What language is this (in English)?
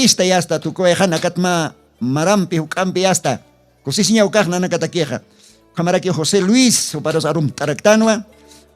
Aymara